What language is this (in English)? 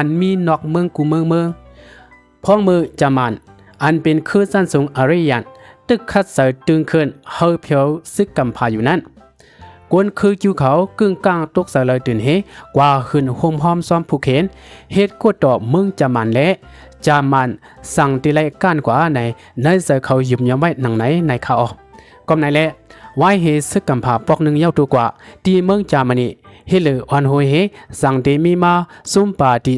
Shan